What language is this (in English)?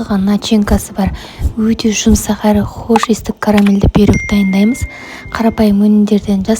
Kazakh